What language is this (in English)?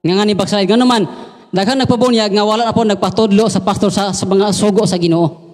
Cebuano